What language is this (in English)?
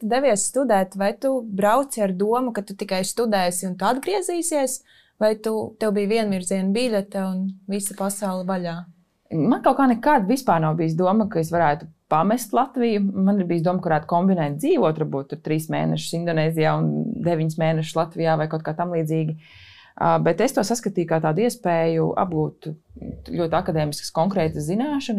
Latvian